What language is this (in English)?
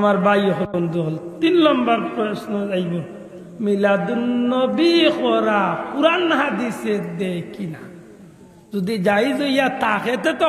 Sylheti